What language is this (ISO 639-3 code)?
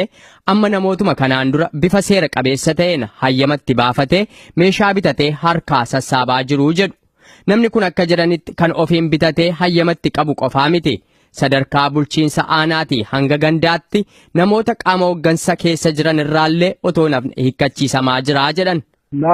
orm